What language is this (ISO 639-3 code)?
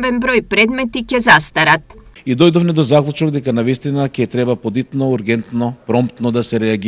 mkd